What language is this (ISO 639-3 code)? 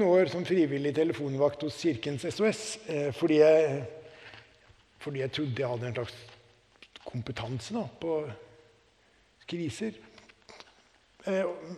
nor